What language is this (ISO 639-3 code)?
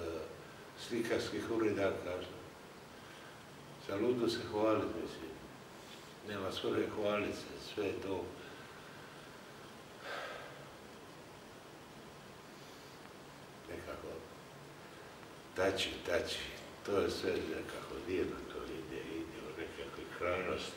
hrv